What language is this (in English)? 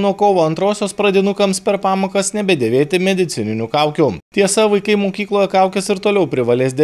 Lithuanian